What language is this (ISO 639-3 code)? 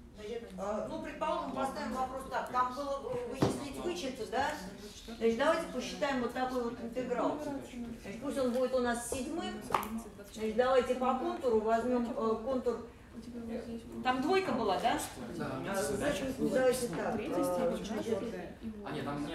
rus